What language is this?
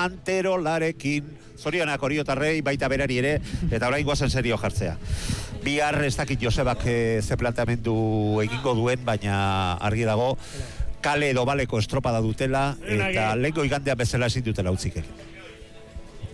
Basque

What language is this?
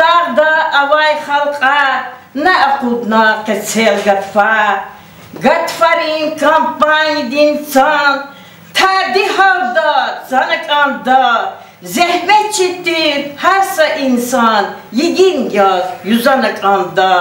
Lezghian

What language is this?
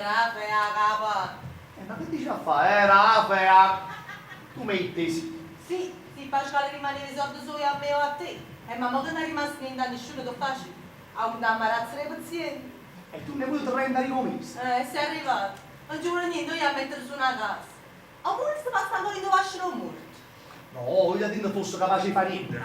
Neapolitan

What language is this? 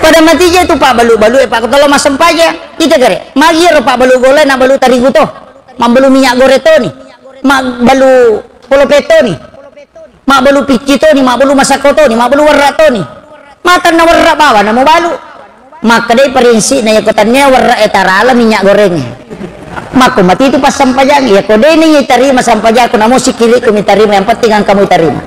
Buginese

